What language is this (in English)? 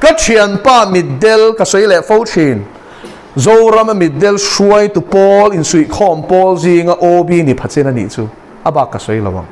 Mizo